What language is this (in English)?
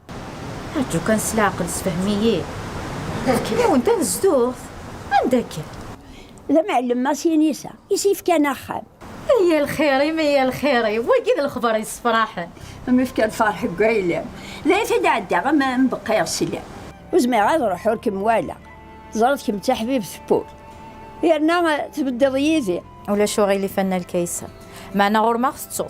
Kabyle